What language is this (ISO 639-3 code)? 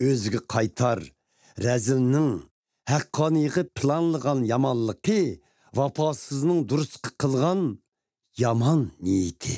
uig